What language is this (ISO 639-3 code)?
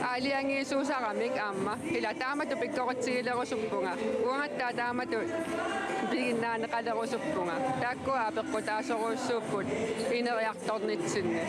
kal